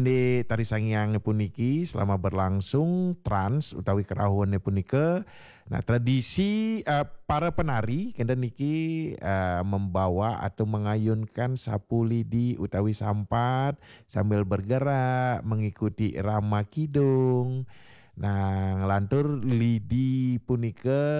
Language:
Balinese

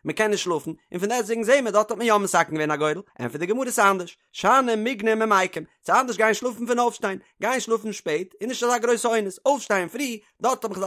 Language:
Yiddish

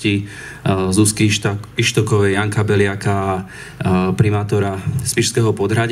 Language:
Slovak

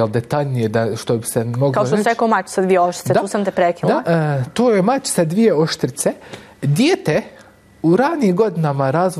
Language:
Bosnian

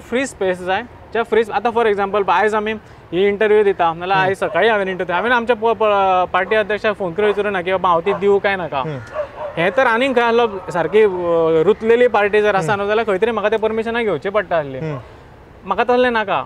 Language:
Konkani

